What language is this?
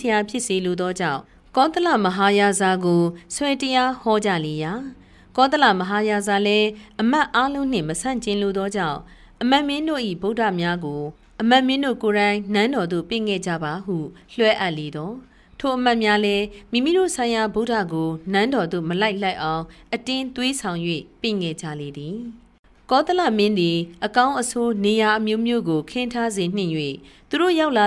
Burmese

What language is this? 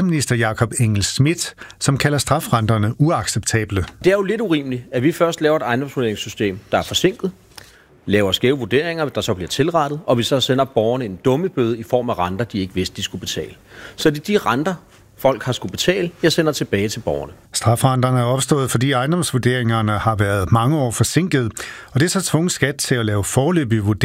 Danish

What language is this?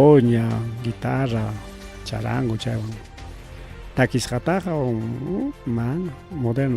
Ayacucho Quechua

